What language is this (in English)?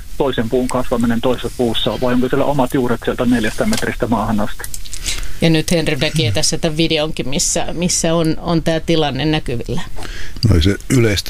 Finnish